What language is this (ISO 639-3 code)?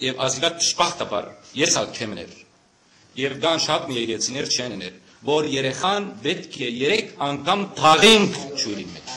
hyw